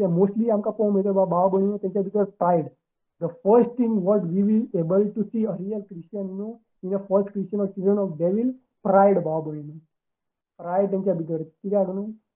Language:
Konkani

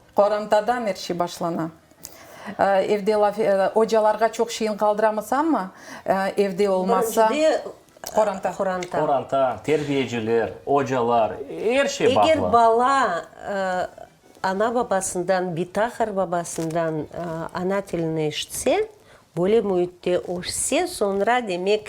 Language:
Crimean Tatar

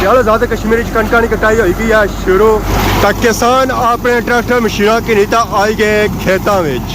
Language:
Pahari-Potwari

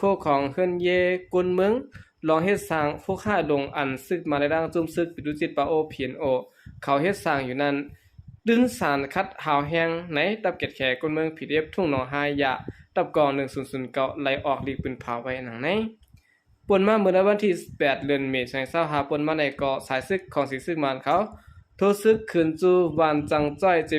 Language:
Shan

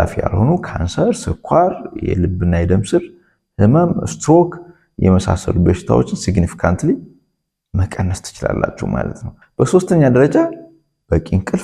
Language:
Amharic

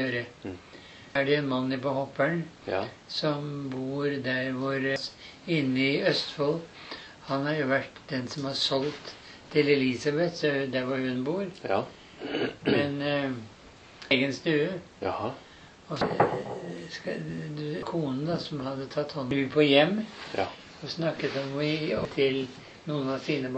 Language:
Norwegian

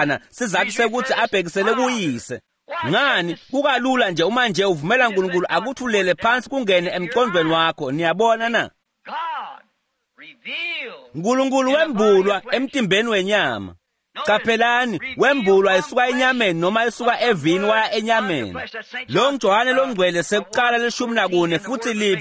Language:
Swati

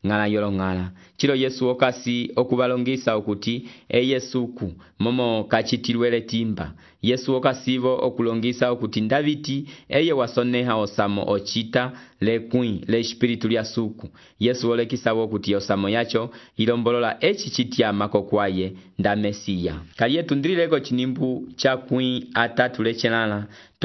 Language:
Umbundu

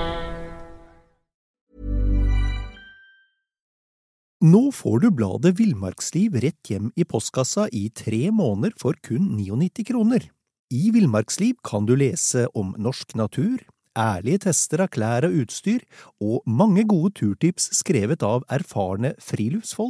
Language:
Norwegian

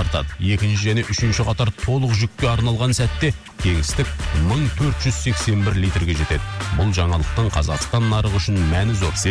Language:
Kazakh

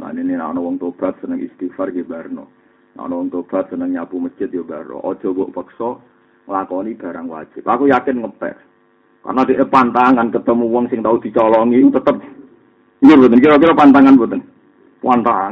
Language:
Javanese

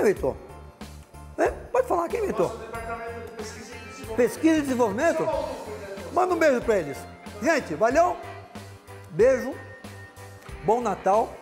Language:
Portuguese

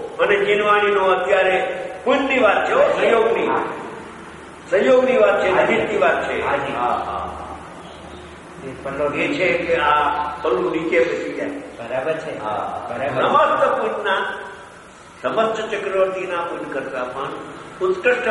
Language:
Gujarati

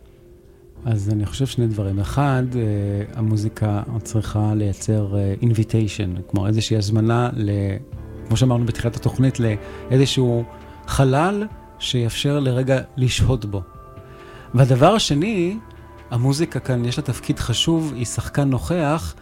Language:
Hebrew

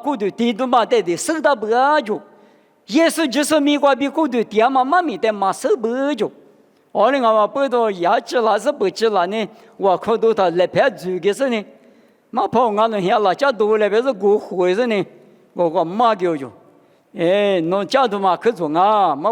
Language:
Lisu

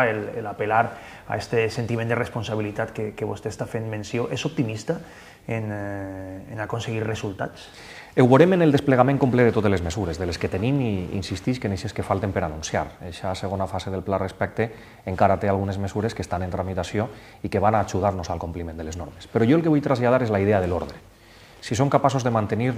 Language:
Catalan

